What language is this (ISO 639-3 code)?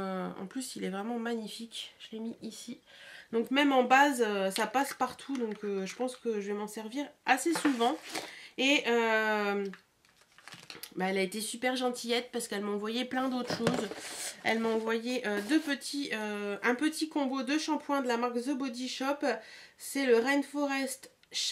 fra